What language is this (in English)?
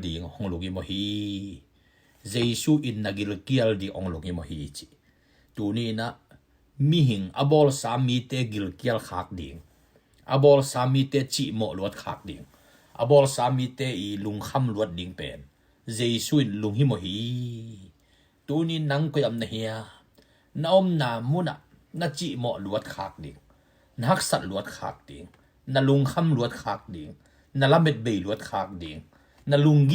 Tedim Chin